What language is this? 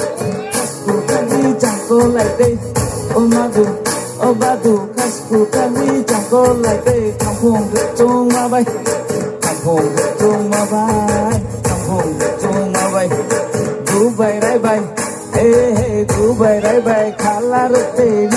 Riang (India)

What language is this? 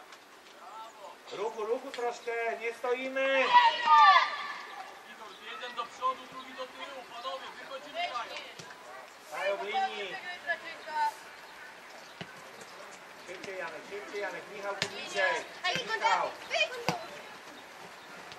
Polish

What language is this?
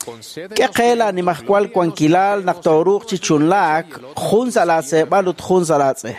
Kekchí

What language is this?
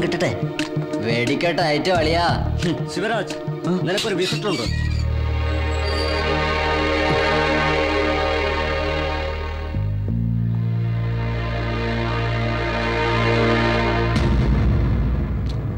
Malayalam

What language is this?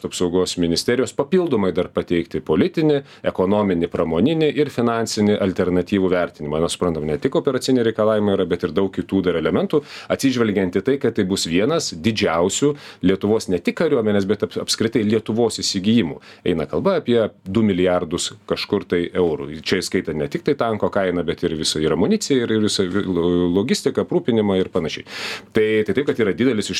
Lithuanian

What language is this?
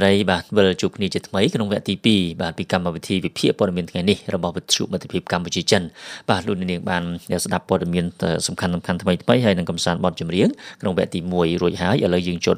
Khmer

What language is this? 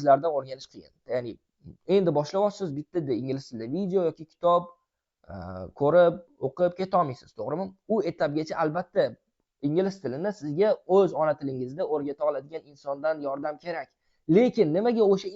Uzbek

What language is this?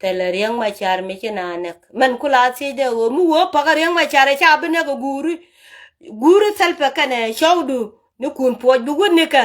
Nuer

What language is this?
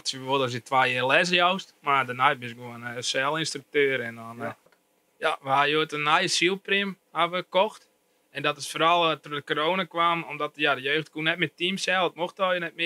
Western Frisian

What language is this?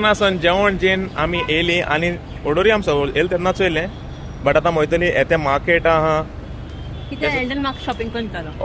Konkani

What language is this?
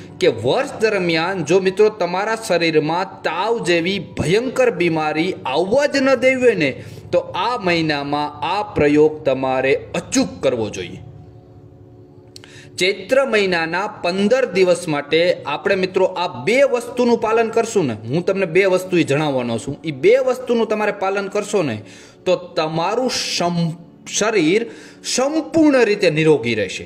Gujarati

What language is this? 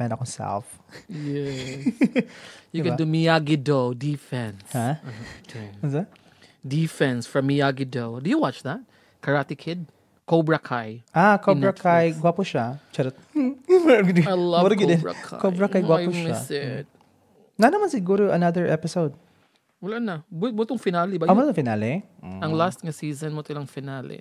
Cebuano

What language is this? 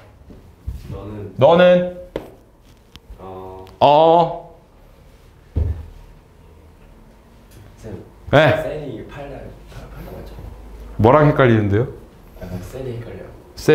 Korean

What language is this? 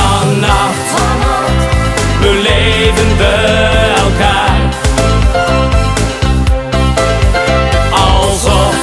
Dutch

